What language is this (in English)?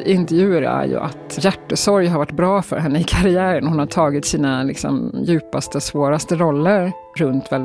Swedish